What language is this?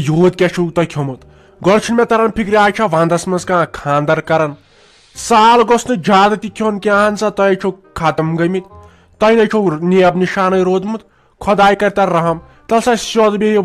Kashmiri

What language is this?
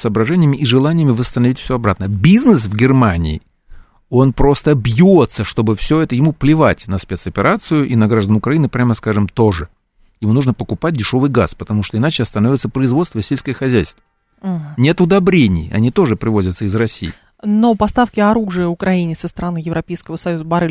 Russian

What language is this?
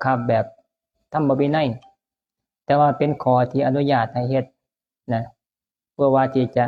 Northeastern Thai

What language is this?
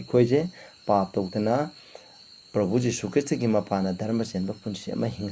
Manipuri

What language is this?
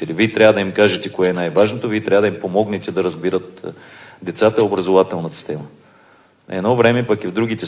Bulgarian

